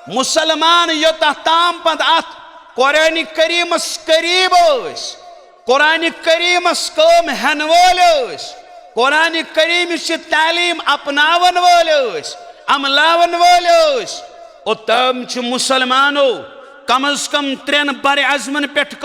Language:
Kashmiri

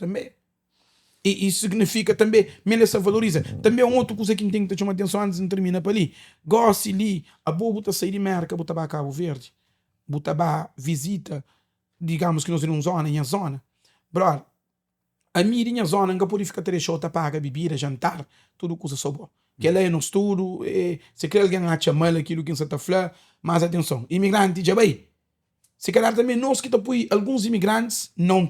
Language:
Kabuverdianu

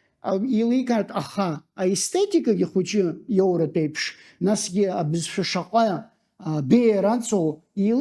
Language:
Abkhazian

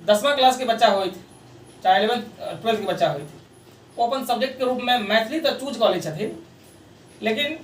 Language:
Maithili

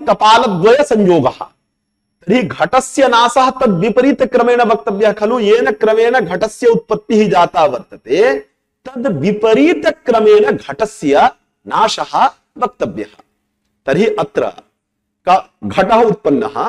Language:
Sanskrit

